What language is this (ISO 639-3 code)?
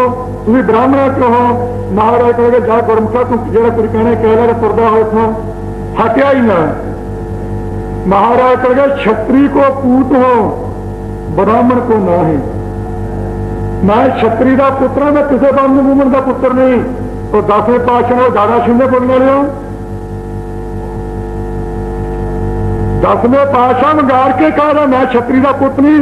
pan